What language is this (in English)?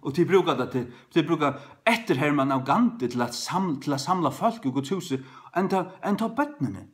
Faroese